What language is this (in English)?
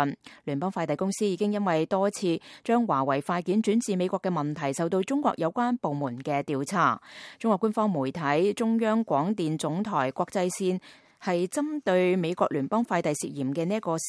Cantonese